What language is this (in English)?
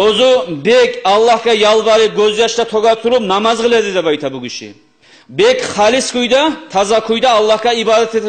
Kumyk